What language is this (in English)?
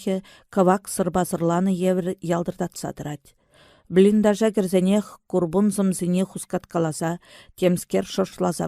Chuvash